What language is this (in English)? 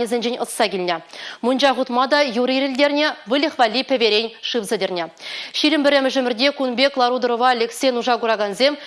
Chuvash